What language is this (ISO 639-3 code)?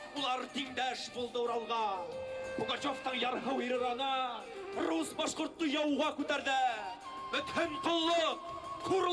bak